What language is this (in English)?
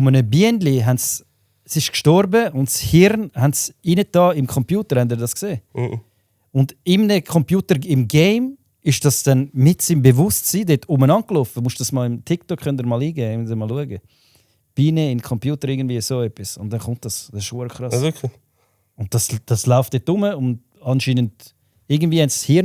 Swiss German